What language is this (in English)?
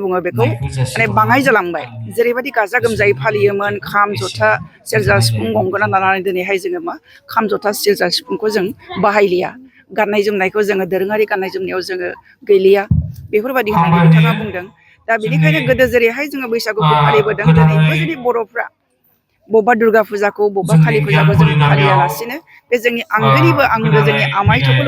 Bodo